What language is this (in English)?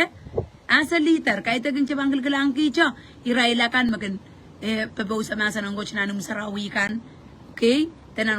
Pohnpeian